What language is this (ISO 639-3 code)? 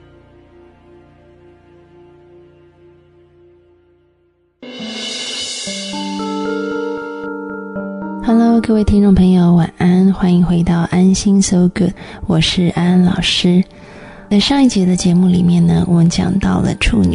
zho